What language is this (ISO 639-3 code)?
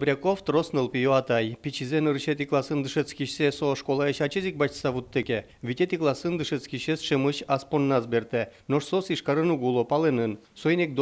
udm